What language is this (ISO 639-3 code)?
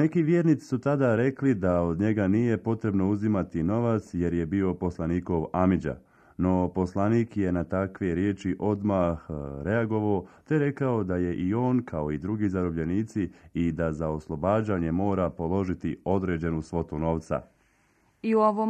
bos